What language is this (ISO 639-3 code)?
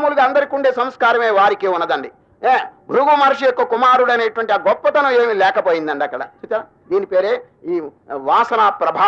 tel